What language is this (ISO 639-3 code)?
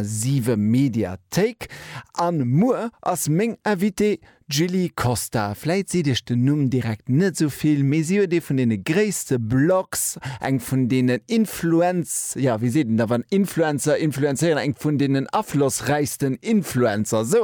ltz